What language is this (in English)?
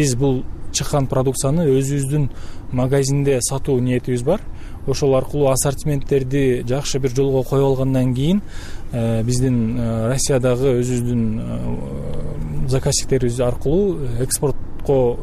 Kyrgyz